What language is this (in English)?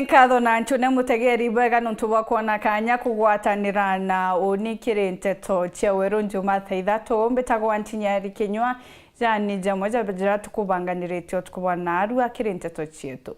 Meru